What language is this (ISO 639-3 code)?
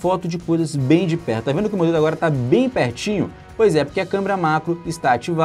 por